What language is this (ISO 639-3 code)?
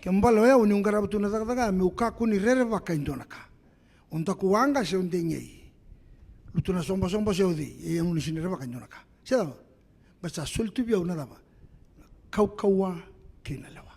fij